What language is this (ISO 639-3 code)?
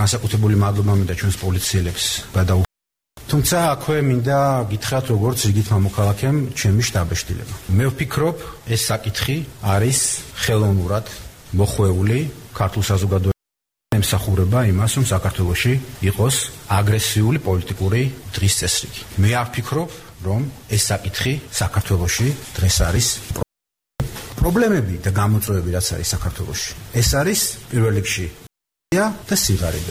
kat